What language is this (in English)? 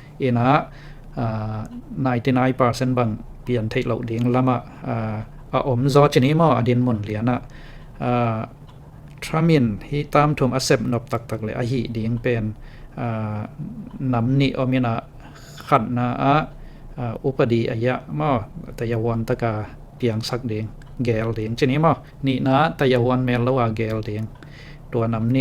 Tedim Chin